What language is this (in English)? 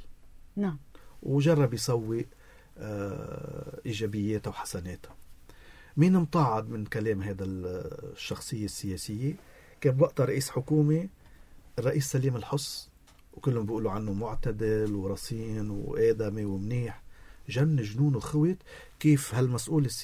North Levantine Arabic